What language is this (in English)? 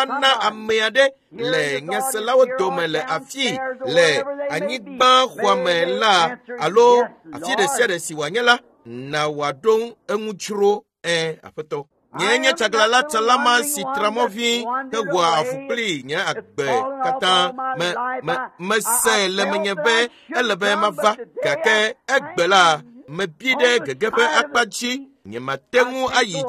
Ewe